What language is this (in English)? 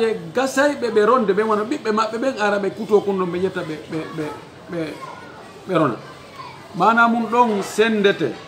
Fula